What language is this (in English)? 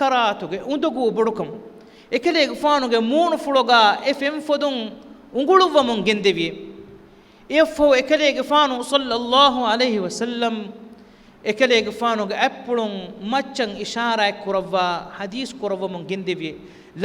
Divehi